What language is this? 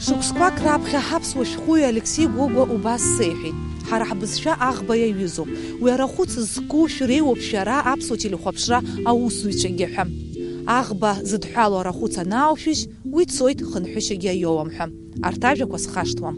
Abkhazian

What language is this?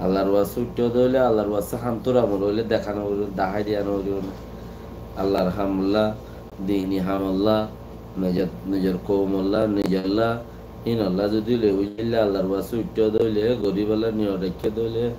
Rohingya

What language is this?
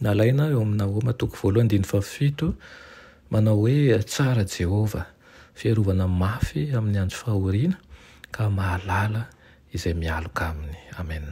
Malagasy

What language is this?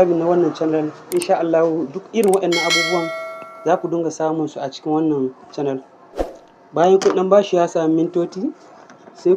Hausa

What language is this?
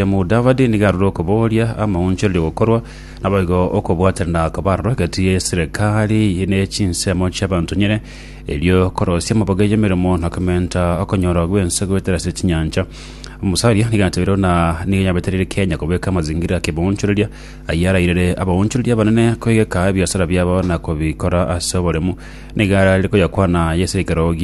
Gusii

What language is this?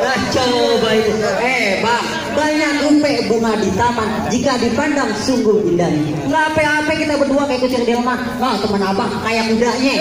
Betawi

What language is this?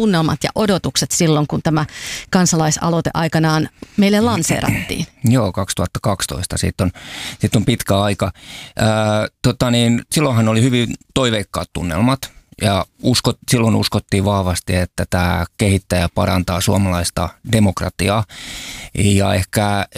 Finnish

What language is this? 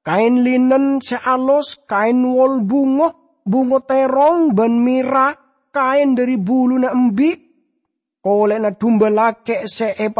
Madurese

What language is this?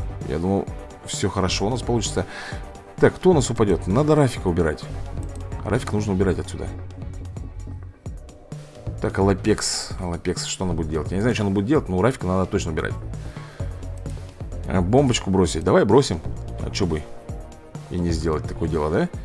Russian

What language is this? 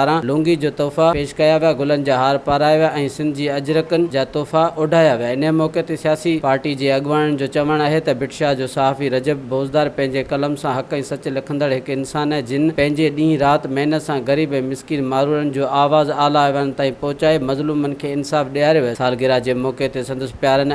Sindhi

